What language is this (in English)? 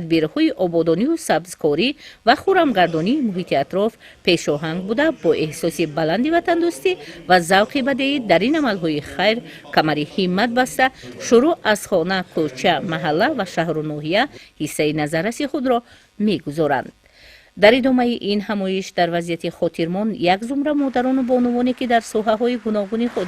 Tajik